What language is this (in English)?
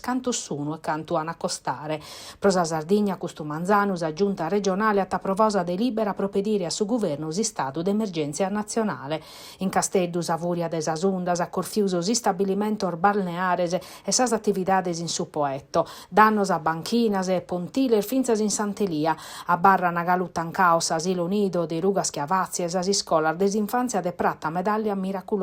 Sardinian